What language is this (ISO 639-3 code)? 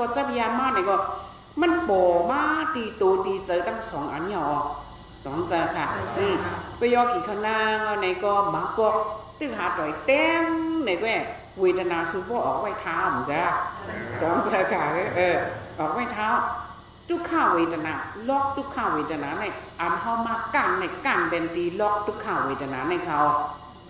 shn